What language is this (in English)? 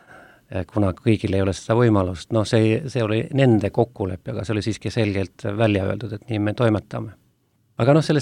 Estonian